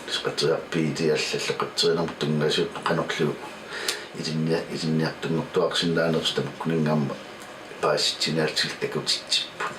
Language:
Kalaallisut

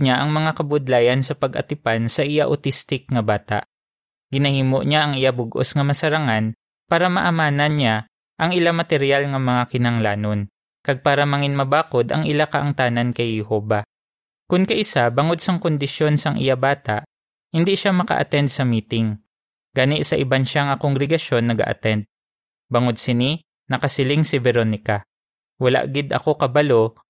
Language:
Hiligaynon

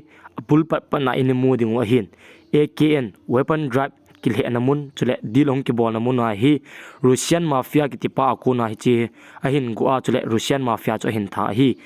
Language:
Thado Chin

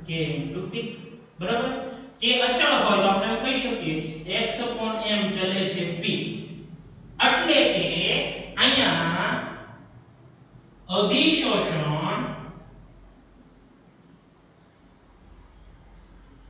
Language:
Gujarati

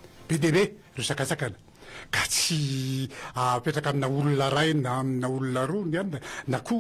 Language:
Malagasy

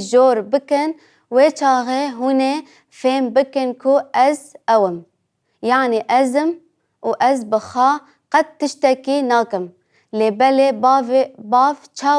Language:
Kurdish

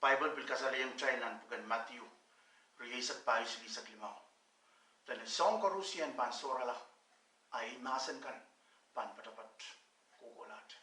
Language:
Pohnpeian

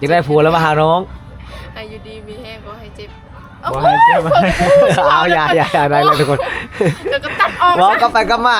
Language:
Lao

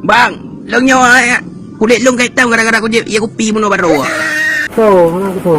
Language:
Achinese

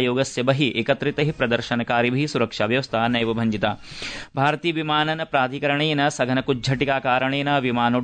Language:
Sanskrit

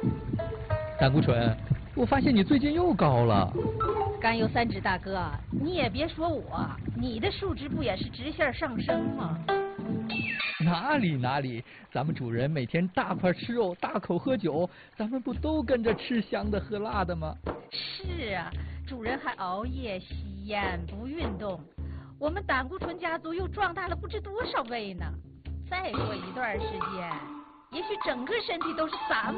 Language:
Chinese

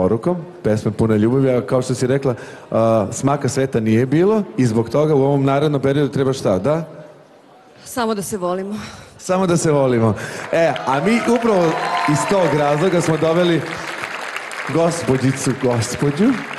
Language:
Serbian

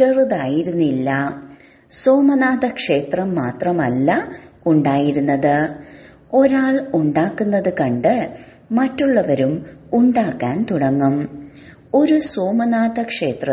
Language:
Malayalam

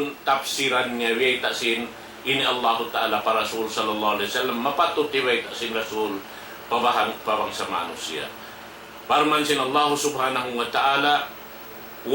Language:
Tausug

